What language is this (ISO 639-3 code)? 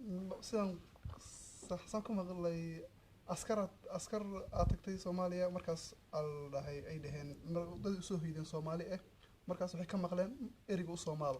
som